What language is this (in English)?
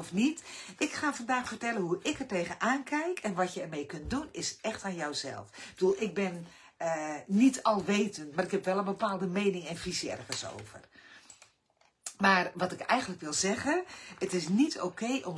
Dutch